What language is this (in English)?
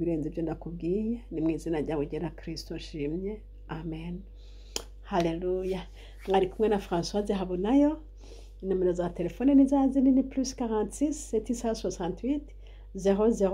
Rundi